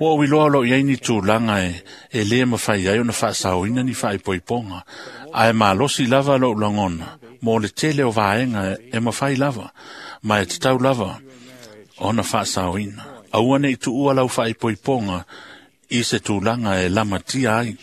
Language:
Samoan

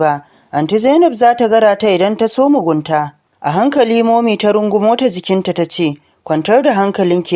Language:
Hausa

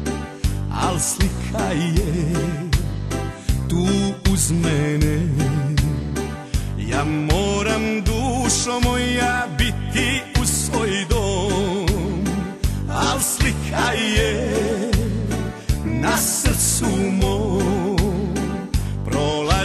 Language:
Croatian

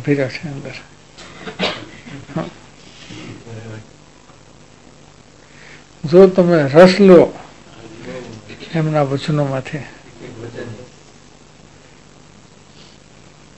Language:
Gujarati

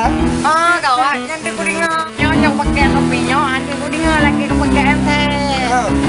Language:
Achinese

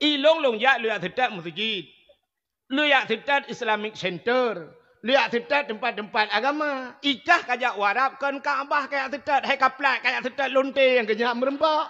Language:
Achinese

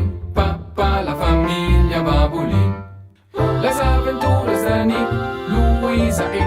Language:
Romansh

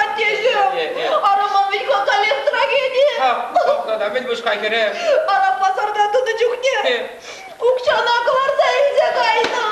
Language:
Chuvash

